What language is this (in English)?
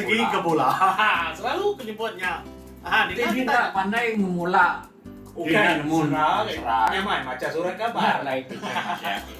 Iban